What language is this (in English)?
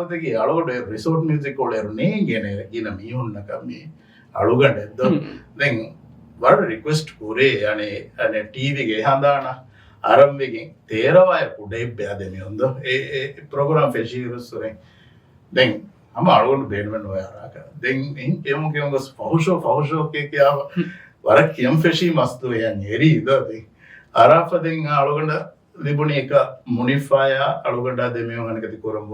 Divehi